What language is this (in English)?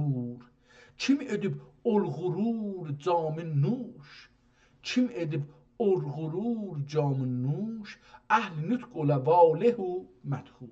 South Azerbaijani